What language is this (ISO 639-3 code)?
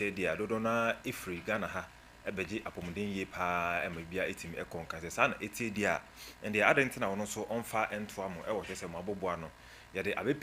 aka